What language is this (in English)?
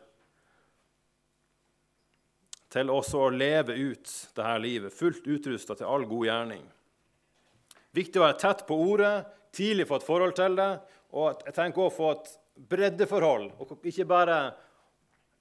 Norwegian